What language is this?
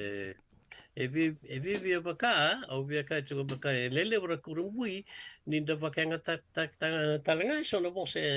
Fijian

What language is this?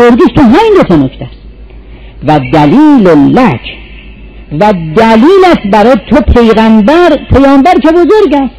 Persian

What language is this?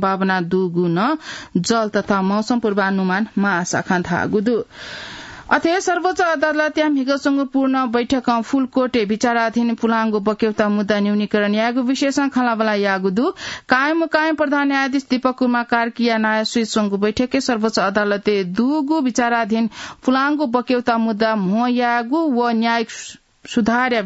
Newari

